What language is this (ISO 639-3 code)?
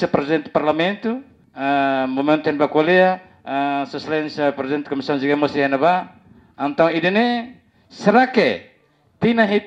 tet